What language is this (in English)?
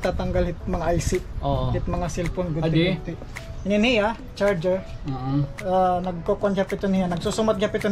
Waray